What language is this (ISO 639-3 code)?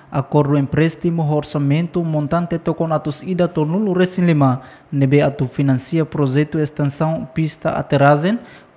tet